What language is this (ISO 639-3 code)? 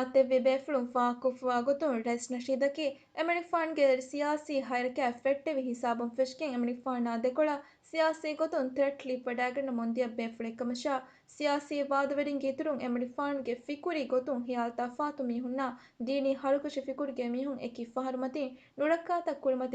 div